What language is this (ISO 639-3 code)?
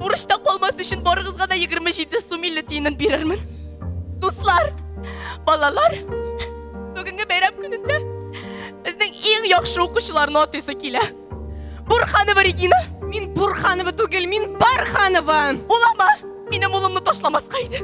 tat